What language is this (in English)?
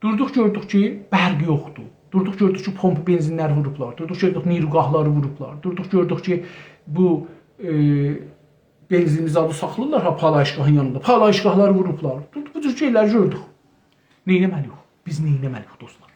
South Azerbaijani